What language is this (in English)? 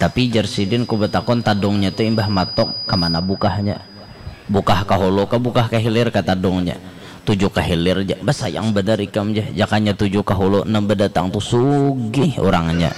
Banjar